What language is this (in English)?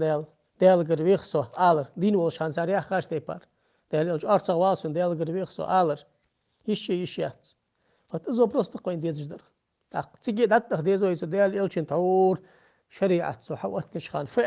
Ingush